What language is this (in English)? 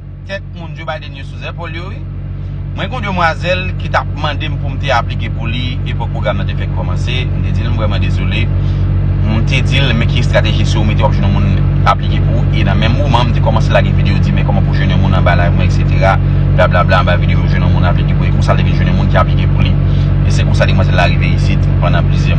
Haitian Creole